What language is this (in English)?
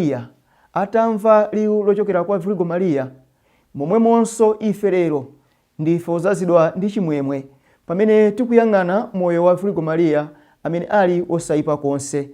Nyanja